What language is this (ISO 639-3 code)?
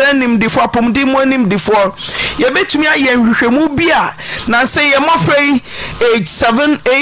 aka